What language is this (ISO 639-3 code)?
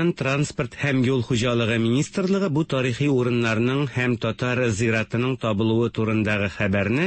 tat